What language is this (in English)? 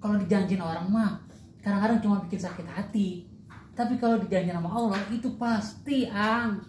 Betawi